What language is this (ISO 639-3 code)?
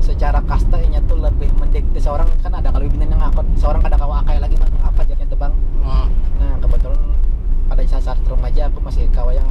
bjn